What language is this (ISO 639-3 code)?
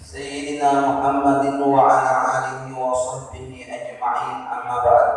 bug